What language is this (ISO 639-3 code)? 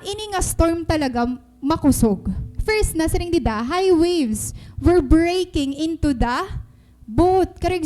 war